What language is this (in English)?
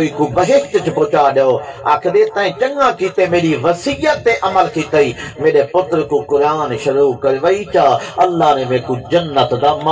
Saraiki